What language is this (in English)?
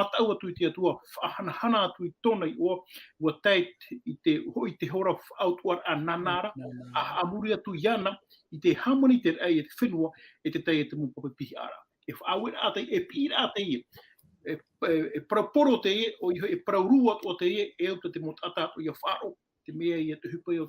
Tahitian